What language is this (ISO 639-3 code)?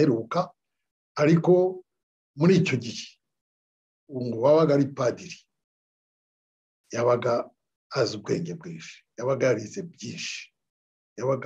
kin